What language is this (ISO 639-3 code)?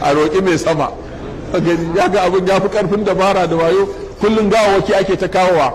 hau